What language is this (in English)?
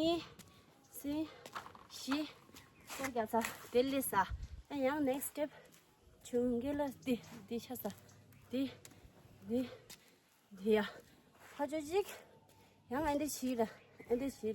Tibetan